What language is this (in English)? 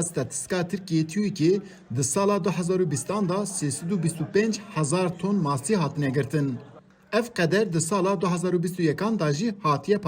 Kurdish